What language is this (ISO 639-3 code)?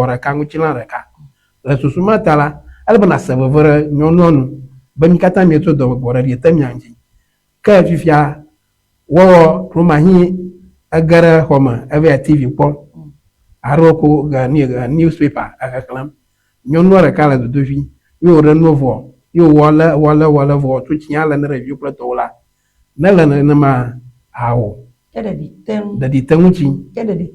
ewe